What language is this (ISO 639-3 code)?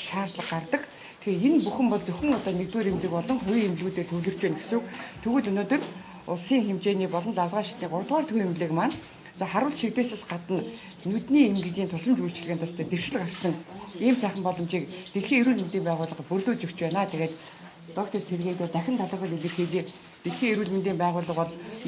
mon